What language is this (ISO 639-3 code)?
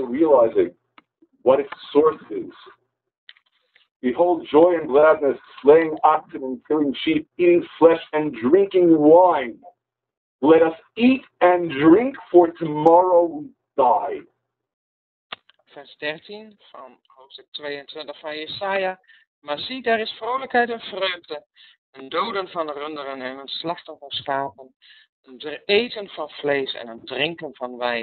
nld